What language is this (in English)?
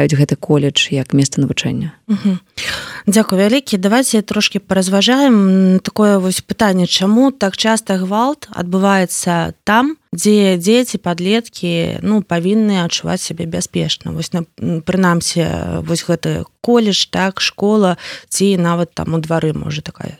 Belarusian